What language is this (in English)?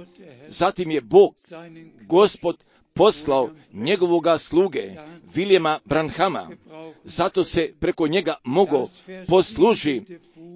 Croatian